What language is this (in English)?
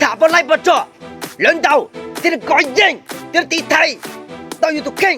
Hmong